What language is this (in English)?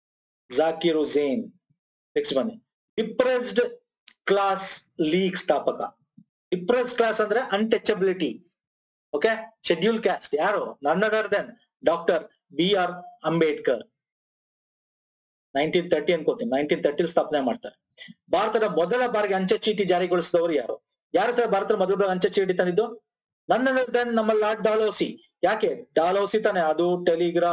Kannada